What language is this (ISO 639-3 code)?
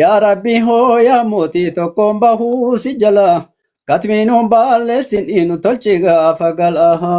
orm